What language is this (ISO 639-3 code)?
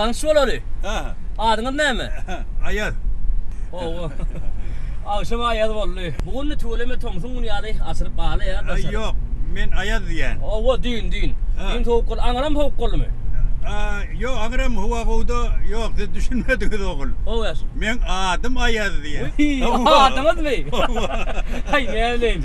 tuk